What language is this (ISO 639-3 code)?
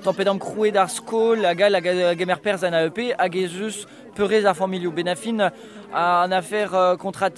bre